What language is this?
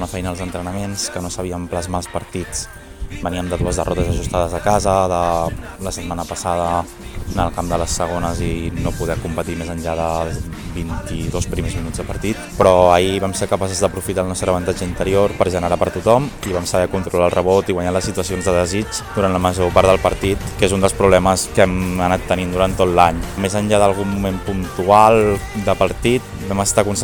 Catalan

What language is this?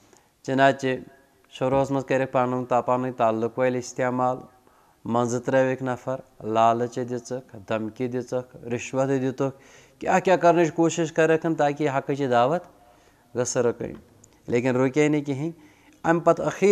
Kashmiri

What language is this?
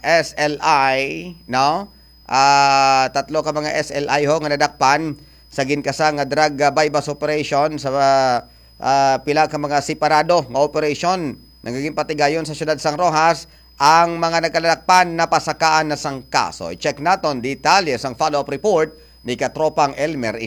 Hiligaynon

